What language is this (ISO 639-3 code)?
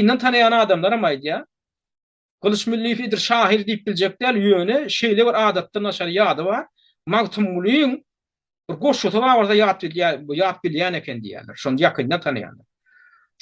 tuk